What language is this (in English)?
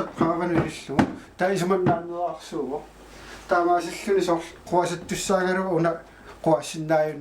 Kalaallisut